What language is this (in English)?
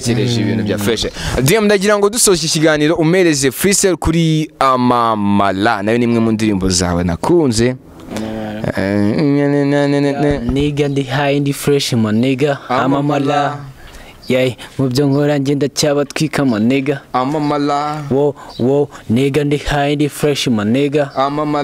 Kinyarwanda